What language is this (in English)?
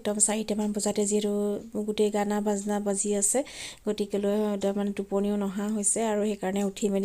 Assamese